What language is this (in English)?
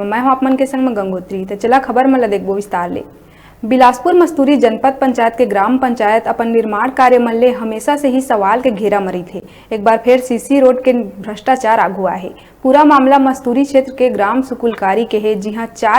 Chhattisgarhi